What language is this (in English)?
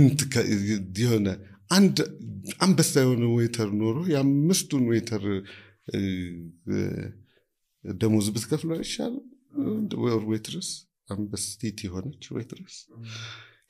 Amharic